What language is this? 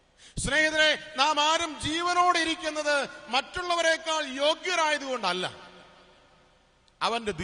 Malayalam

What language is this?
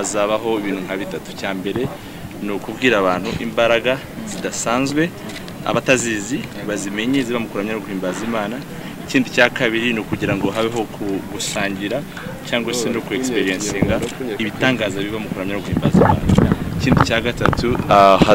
Kinyarwanda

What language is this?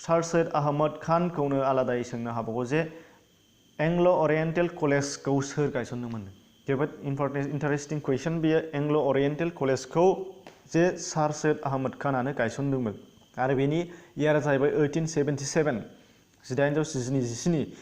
Bodo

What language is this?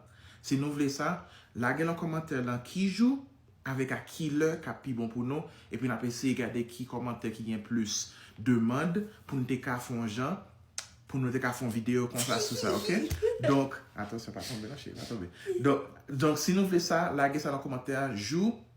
Haitian Creole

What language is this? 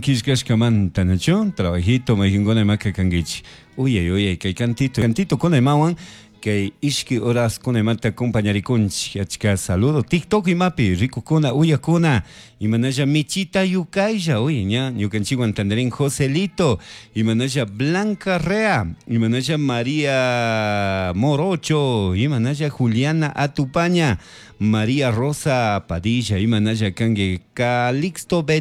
Chimborazo Highland Quichua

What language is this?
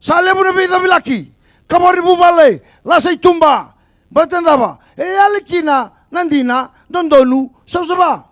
Fijian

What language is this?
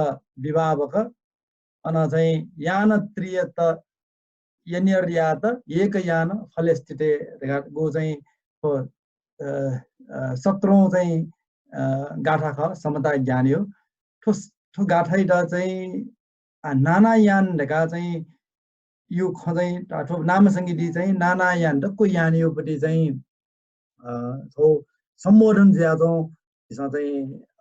Newari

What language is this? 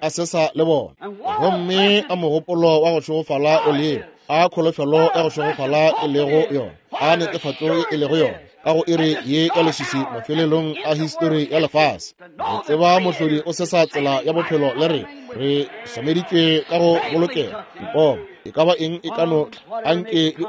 Northern Sotho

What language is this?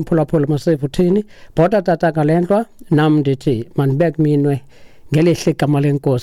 Xhosa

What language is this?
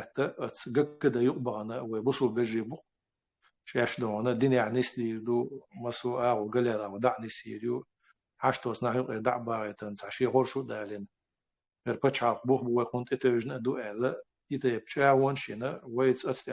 Chechen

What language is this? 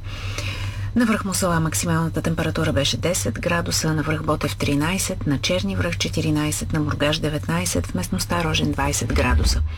Bulgarian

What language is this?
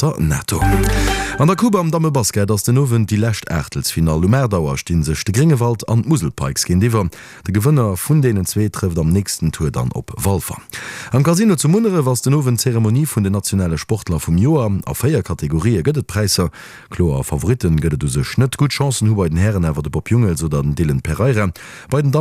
Luxembourgish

